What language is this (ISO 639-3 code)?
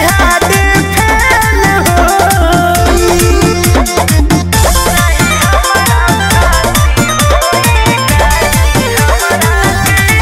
bho